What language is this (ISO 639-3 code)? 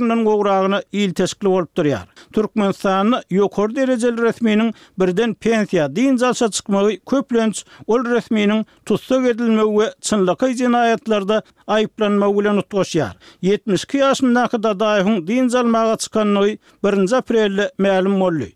tuk